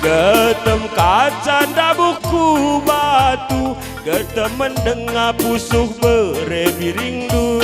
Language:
Batak Karo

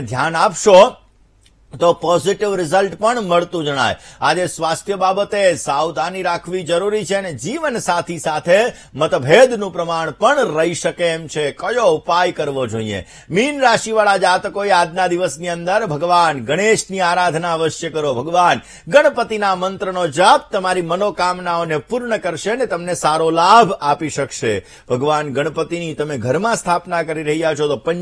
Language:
Gujarati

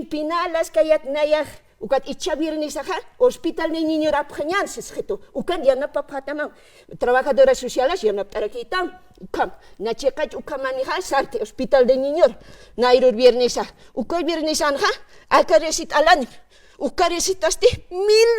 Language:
Aymara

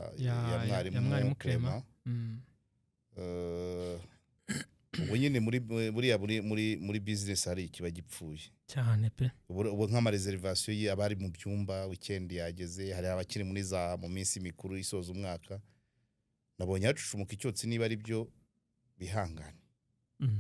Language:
Kinyarwanda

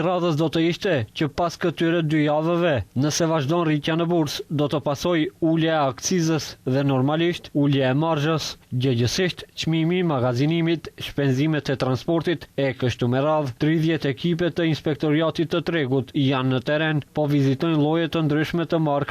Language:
Albanian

